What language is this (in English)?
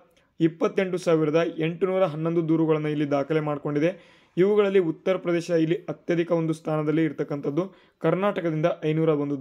Kannada